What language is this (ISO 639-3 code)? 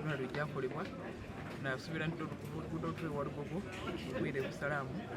xog